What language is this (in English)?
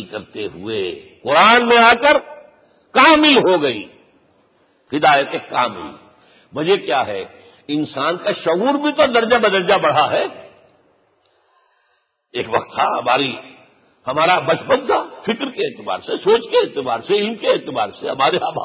Urdu